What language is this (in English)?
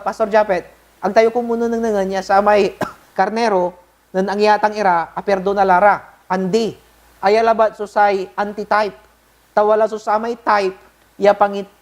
Pangasinan